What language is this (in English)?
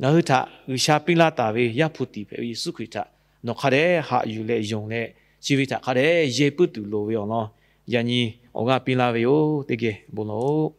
Lahu